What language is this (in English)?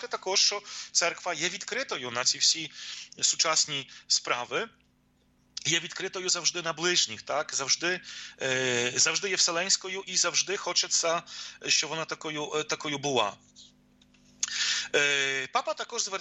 Ukrainian